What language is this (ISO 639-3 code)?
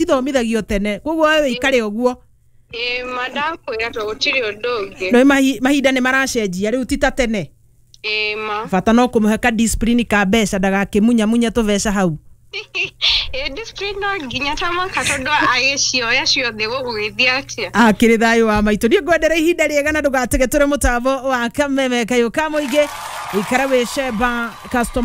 kik